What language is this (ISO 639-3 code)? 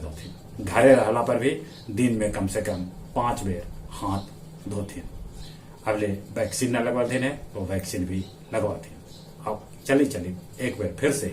mag